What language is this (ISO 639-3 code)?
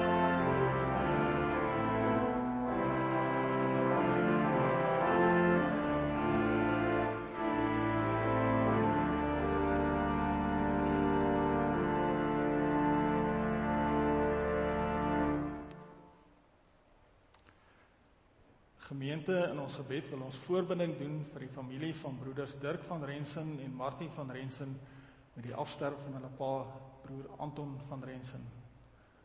afr